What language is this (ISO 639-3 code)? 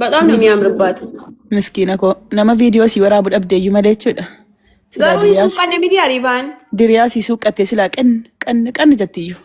orm